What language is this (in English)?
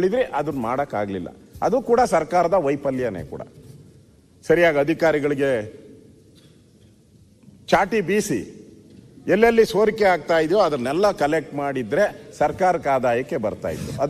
Kannada